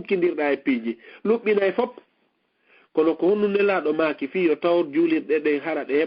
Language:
Fula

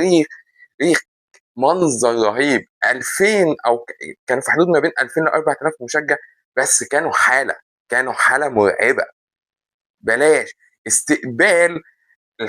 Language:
Egyptian Arabic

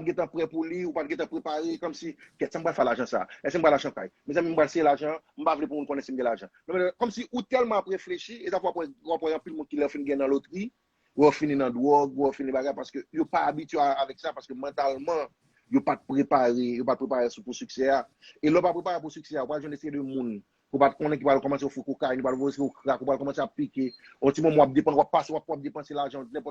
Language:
Haitian Creole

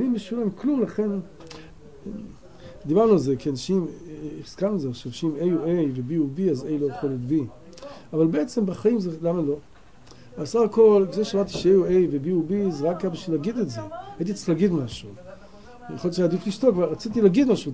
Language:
Hebrew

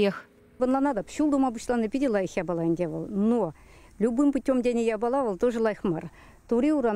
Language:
Chuvash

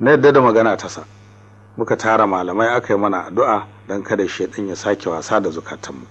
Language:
Hausa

